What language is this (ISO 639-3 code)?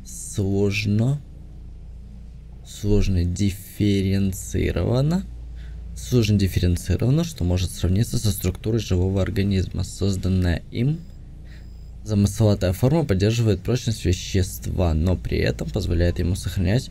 rus